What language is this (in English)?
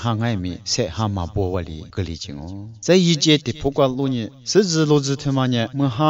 Lisu